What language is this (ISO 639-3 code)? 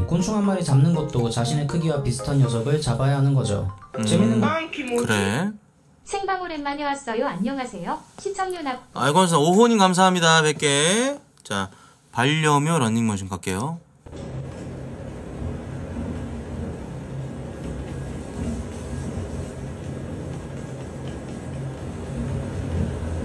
kor